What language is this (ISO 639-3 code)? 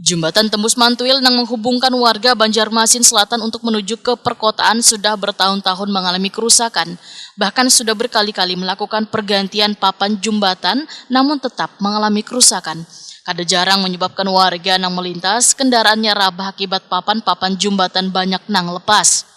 bjn